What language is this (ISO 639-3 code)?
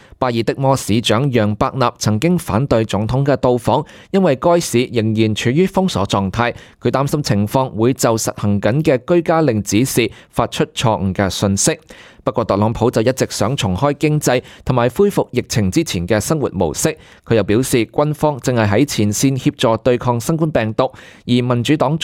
yue